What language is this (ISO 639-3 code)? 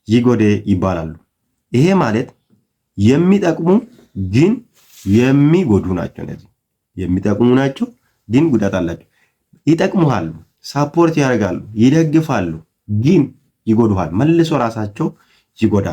amh